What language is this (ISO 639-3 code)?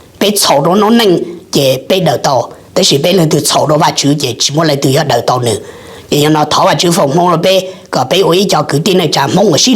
hmn